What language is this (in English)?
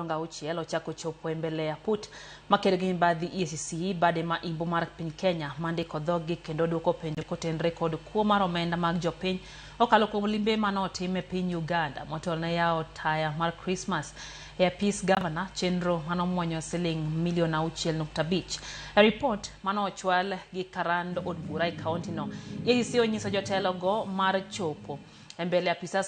Luo (Kenya and Tanzania)